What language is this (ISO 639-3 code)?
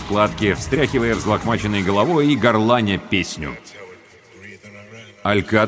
rus